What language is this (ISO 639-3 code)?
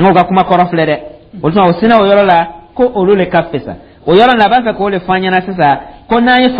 dyu